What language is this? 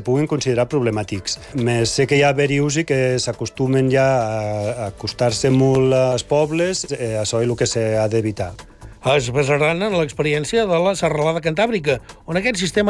Catalan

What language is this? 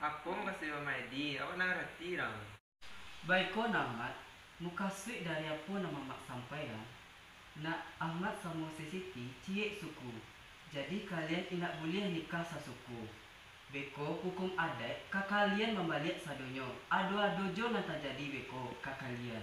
Minangkabau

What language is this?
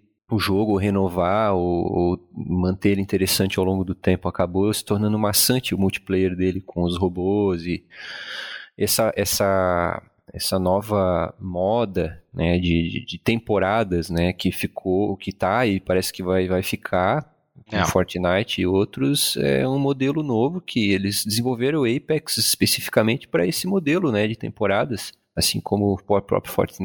Portuguese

